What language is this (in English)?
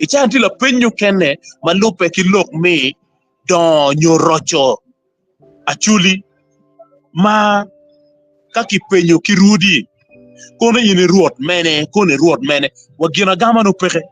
Acoli